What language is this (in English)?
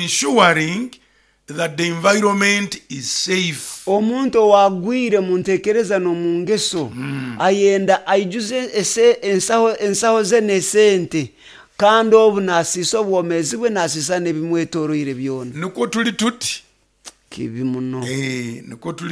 Nyoro